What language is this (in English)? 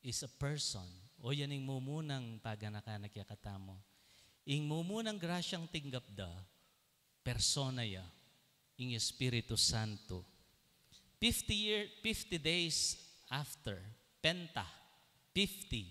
Pampanga